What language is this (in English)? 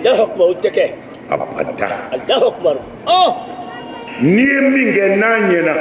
Bambara